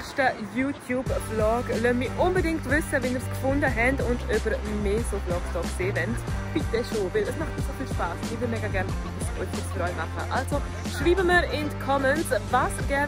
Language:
Swiss German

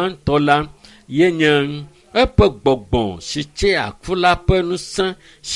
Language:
Ewe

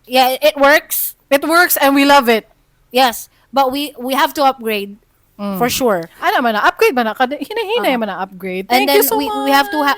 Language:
Cebuano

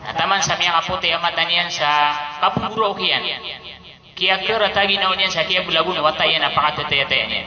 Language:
Maranao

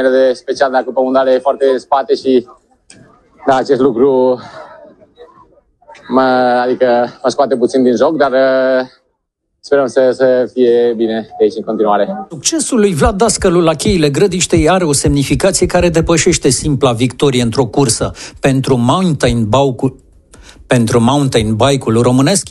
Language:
Romanian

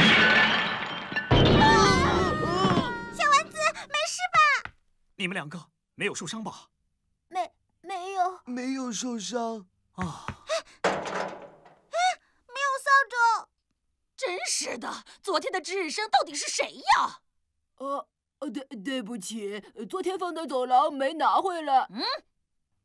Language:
Chinese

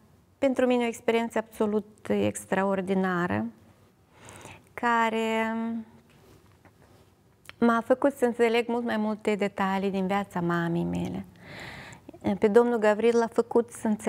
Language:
Romanian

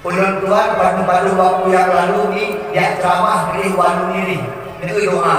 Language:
Achinese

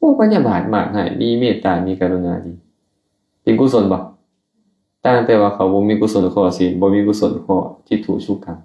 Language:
Lao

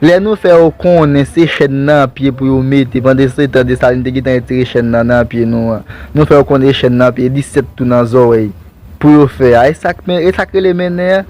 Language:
Haitian Creole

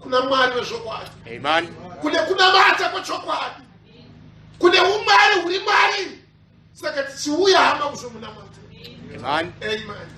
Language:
Shona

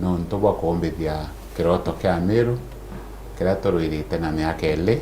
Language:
Meru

